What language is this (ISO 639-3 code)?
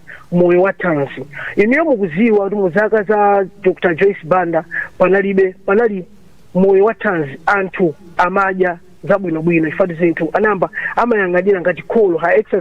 nya